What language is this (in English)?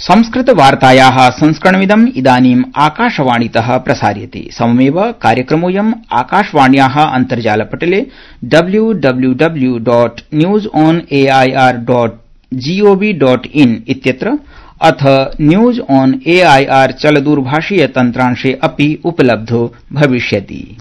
Sanskrit